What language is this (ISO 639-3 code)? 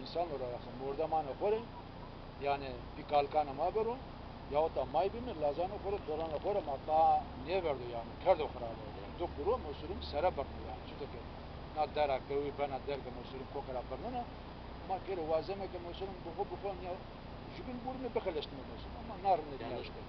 zza